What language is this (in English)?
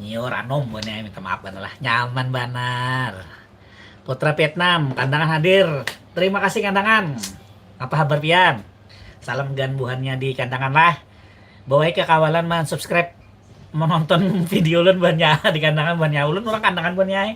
Banjar